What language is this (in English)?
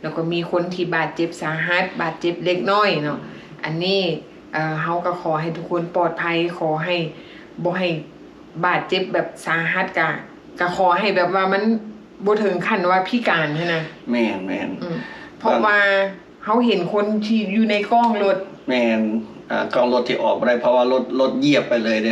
Lao